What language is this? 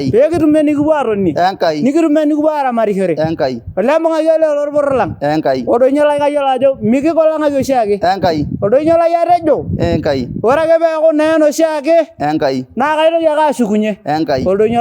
Masai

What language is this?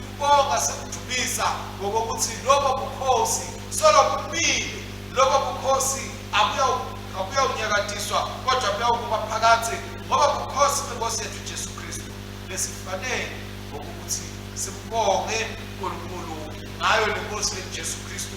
Swati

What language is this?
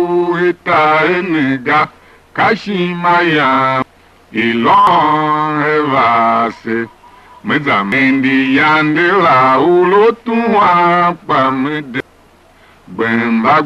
Tiv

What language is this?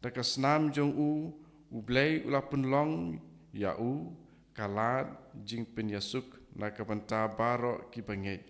Khasi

